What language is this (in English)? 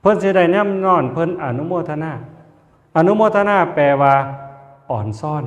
Northeastern Thai